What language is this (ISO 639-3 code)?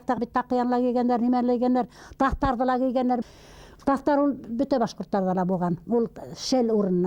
bak